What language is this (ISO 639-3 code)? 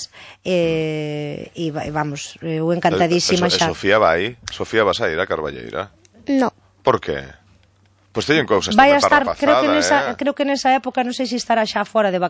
glg